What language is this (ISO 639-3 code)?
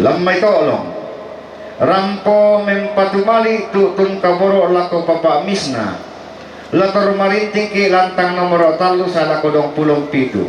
sda